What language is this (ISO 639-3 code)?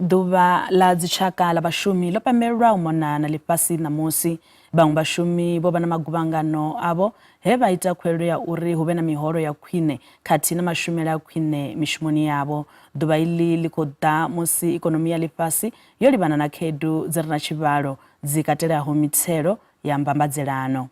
ven